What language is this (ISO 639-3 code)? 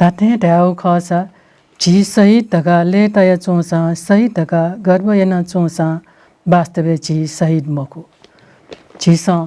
new